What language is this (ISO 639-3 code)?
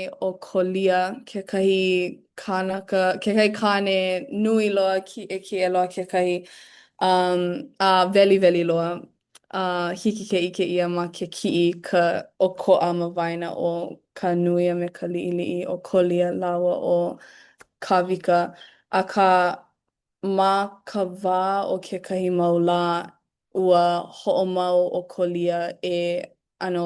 haw